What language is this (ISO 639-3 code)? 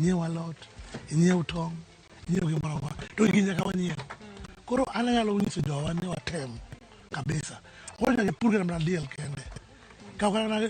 luo